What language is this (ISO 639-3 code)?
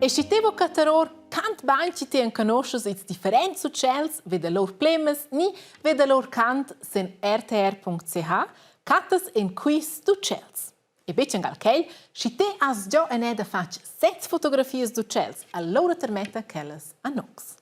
roh